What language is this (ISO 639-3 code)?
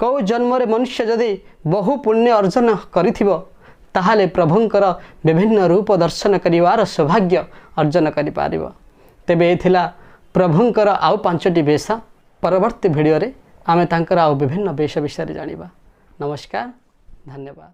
ori